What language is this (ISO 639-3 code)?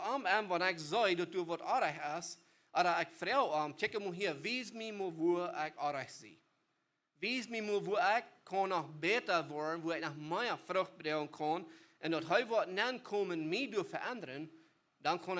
pdt